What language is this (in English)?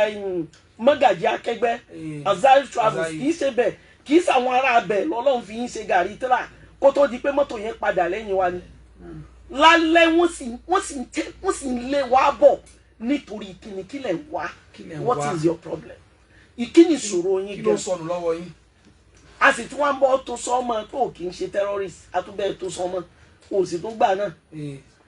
Yoruba